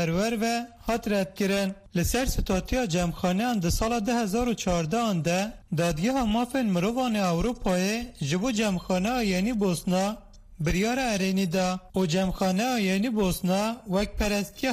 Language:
Kurdish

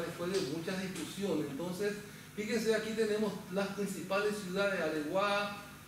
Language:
Spanish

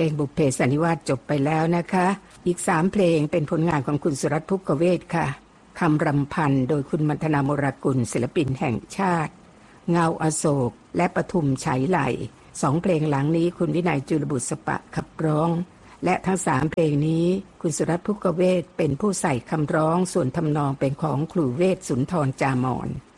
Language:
Thai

